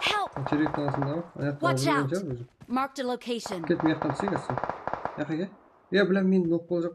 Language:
Kara-Kalpak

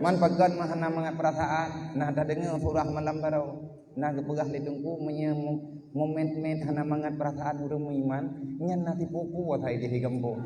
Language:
Achinese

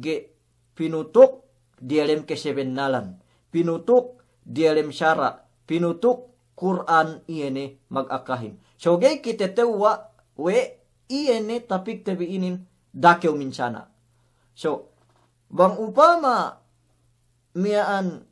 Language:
Yakan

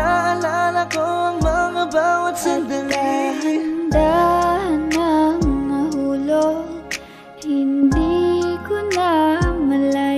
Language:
Filipino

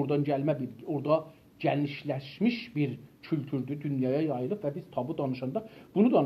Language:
South Azerbaijani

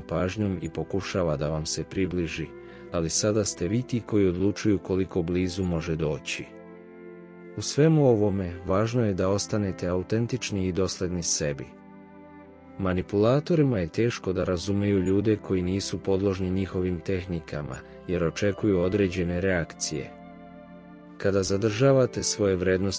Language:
Serbian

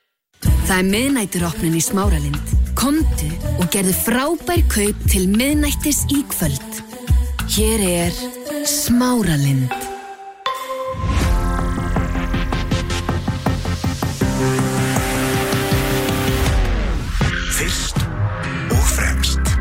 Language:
Icelandic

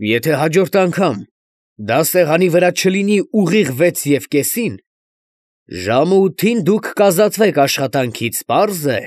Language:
Armenian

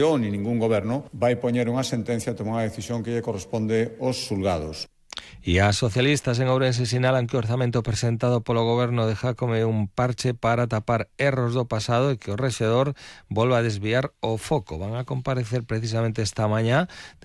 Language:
Galician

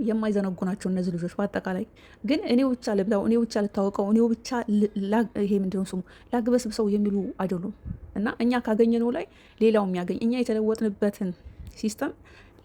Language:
Amharic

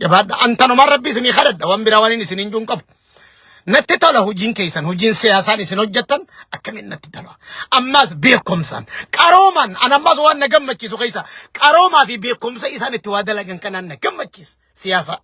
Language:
Oromo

